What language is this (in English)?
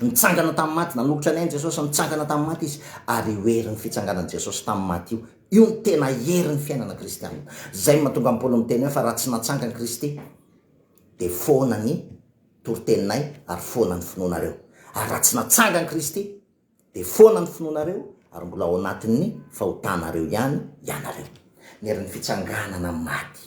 Malagasy